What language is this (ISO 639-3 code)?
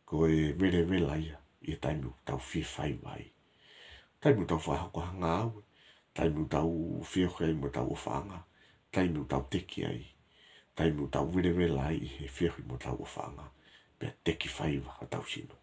ton